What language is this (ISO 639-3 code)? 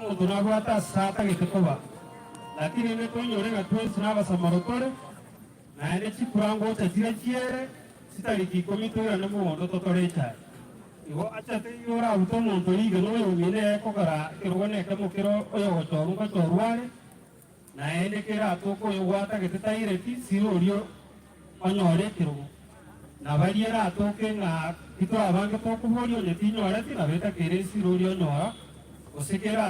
guz